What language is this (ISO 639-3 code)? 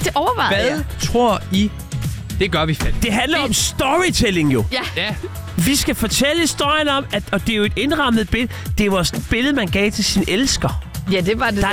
dan